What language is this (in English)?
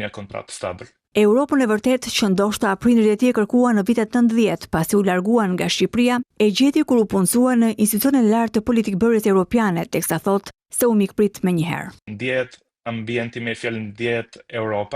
Albanian